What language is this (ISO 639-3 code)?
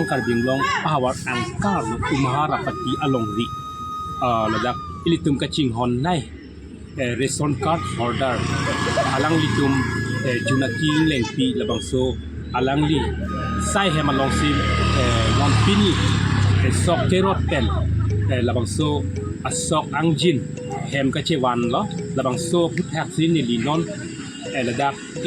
mjw